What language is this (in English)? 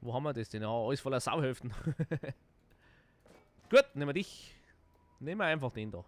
Bavarian